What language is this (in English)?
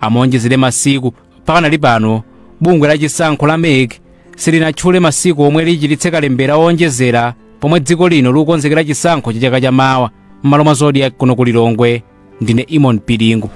Nyanja